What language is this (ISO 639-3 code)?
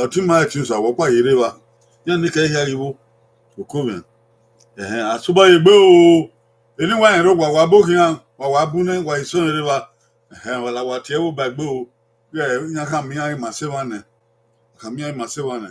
bin